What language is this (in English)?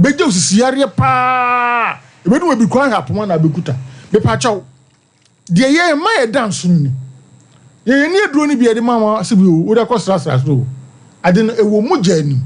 Akan